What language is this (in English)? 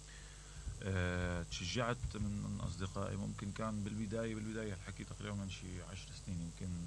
Mesopotamian Arabic